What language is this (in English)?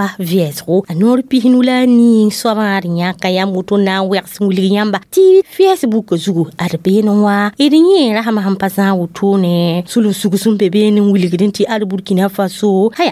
Mossi